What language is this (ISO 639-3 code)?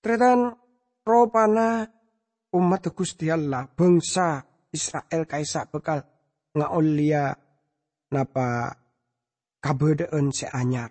mad